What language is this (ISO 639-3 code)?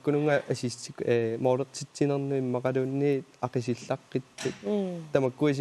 kal